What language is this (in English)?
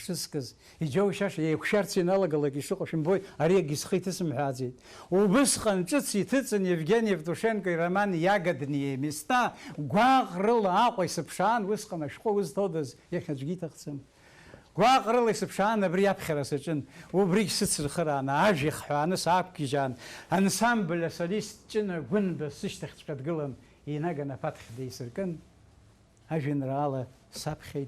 Abkhazian